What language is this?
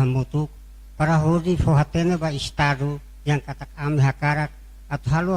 Tetum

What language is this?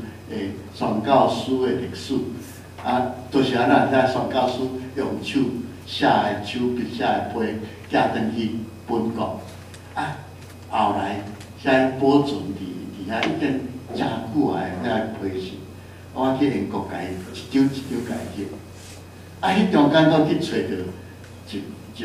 Min Nan Chinese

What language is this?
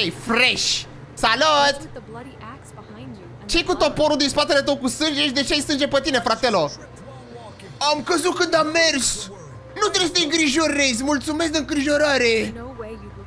Romanian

